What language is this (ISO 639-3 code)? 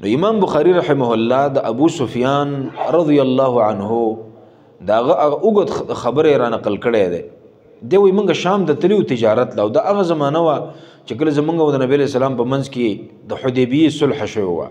pus